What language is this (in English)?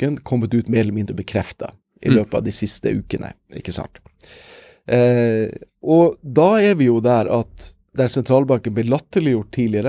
Norwegian